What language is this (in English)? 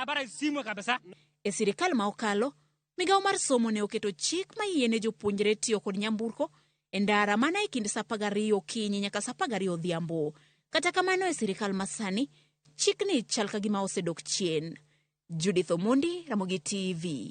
Luo (Kenya and Tanzania)